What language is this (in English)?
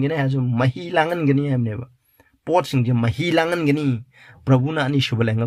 Manipuri